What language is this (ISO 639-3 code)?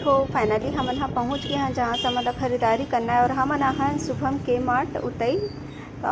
hne